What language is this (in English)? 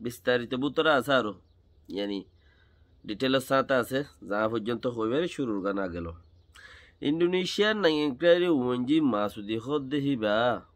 Rohingya